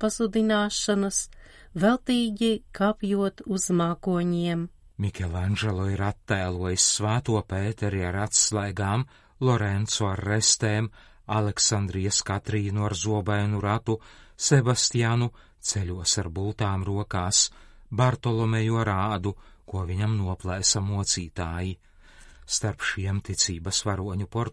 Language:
Latvian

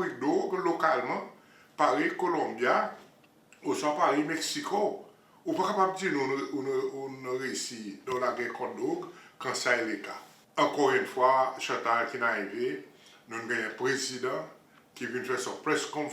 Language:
Seselwa Creole French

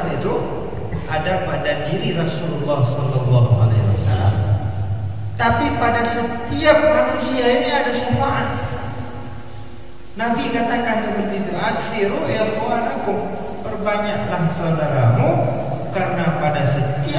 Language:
Indonesian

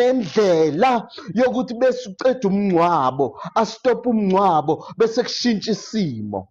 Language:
Zulu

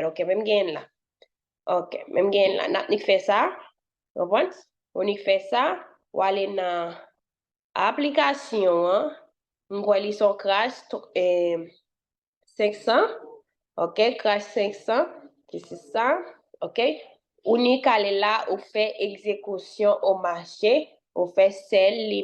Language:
Haitian Creole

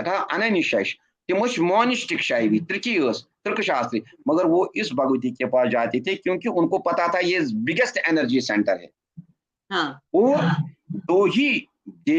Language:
Kashmiri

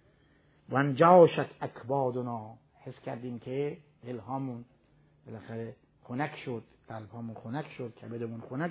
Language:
Persian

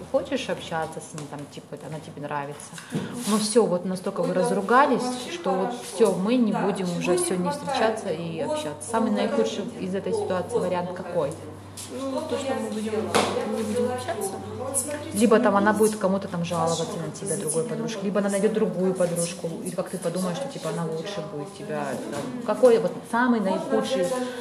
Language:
Russian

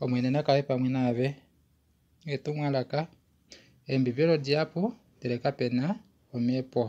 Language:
Kuanyama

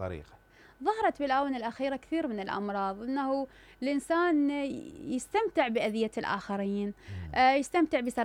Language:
Mesopotamian Arabic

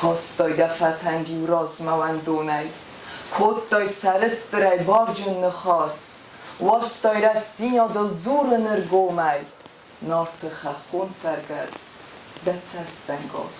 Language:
Ossetic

